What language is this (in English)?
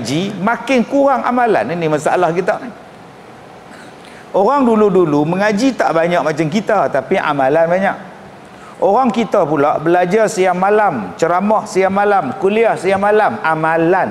Malay